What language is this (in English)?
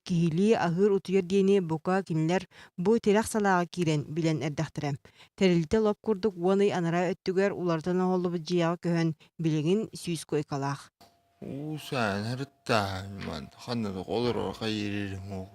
Yakut